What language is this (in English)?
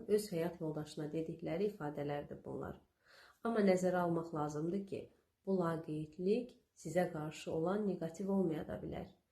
Azerbaijani